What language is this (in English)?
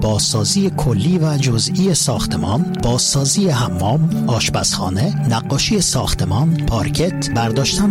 Persian